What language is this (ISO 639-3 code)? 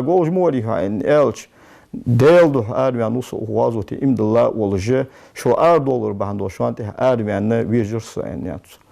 inh